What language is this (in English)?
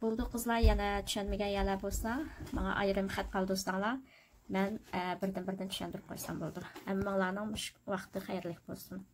Uyghur